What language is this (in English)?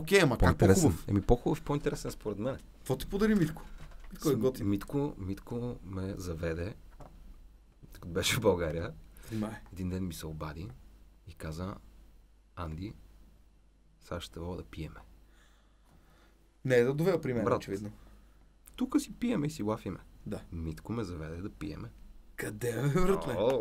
Bulgarian